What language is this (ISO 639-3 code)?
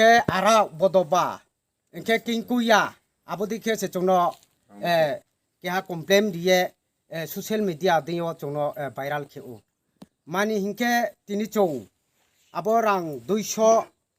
ria